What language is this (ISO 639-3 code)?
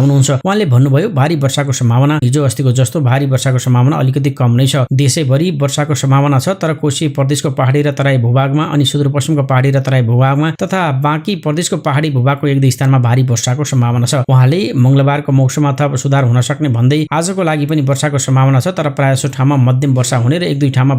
nep